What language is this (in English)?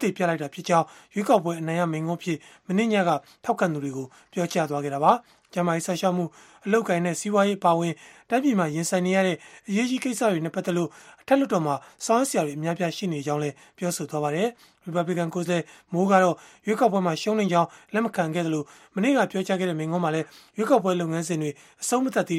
Burmese